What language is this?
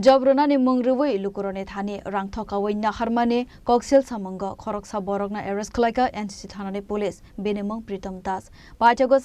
Kok Borok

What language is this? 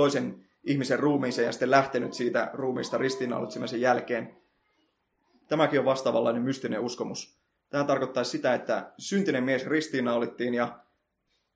Finnish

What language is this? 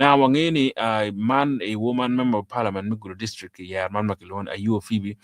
Acoli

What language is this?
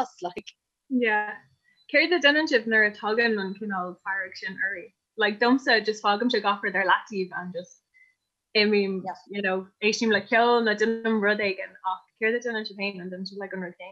Irish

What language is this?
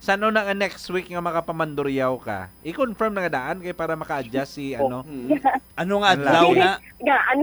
Hiligaynon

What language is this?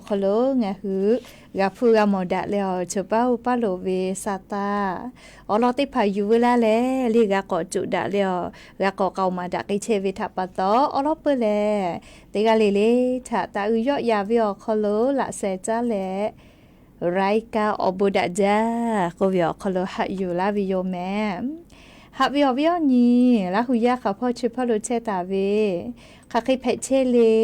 Lahu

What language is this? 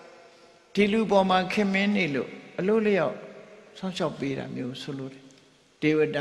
Burmese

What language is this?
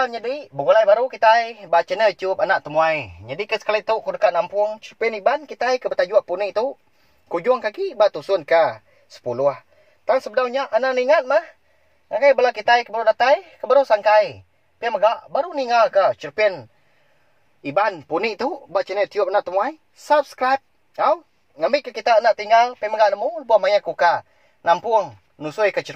Iban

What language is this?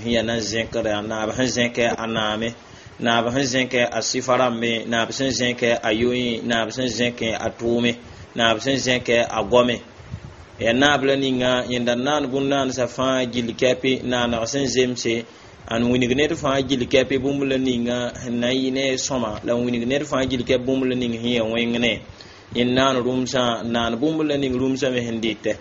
Mossi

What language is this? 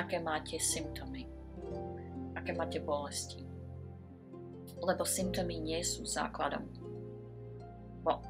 Slovak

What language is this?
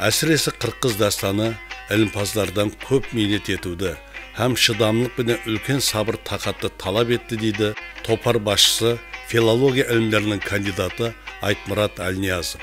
Kara-Kalpak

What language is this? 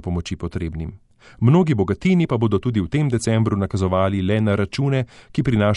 Slovenian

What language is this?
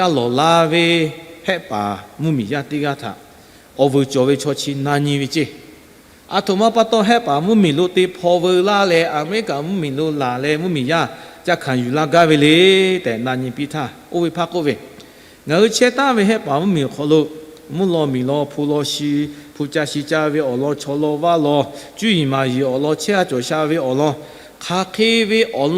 Lahu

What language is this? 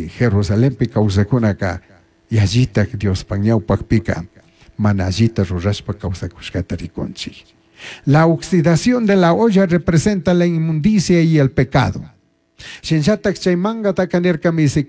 Chimborazo Highland Quichua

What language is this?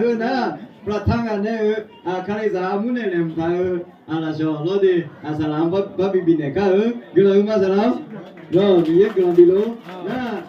Akha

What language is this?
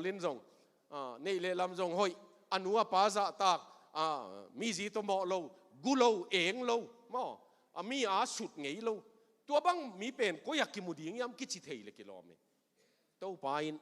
Tedim Chin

